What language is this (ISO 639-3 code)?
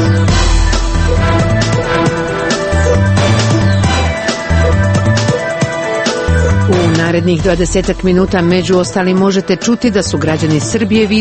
hrv